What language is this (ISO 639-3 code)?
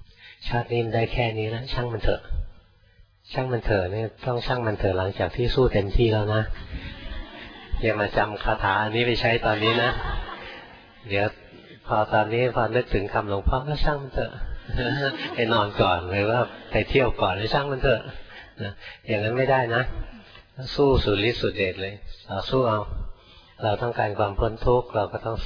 tha